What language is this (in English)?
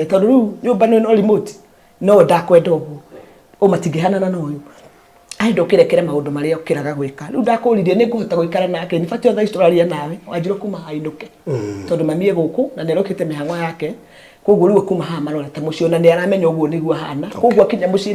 Kikuyu